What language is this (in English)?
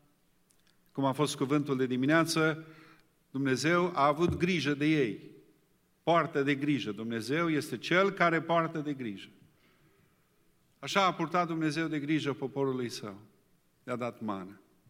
Romanian